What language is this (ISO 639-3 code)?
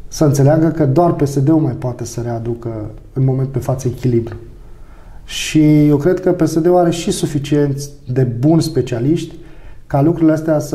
ron